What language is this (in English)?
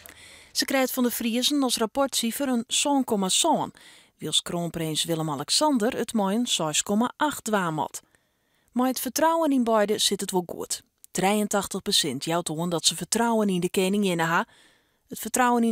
Western Frisian